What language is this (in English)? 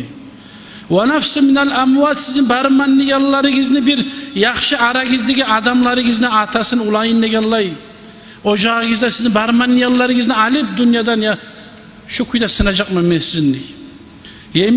Kumyk